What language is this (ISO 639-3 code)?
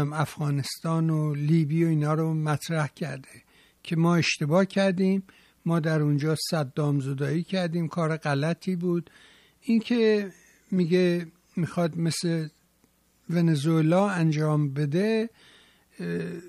fas